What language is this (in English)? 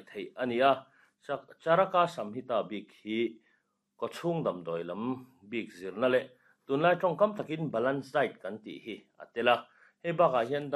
Mizo